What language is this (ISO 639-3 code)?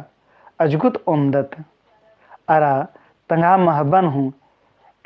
kru